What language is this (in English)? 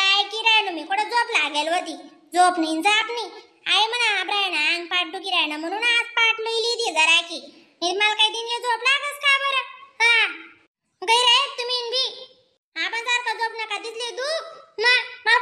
Khandesi